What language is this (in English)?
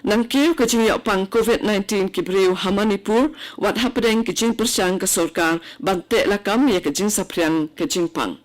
Khasi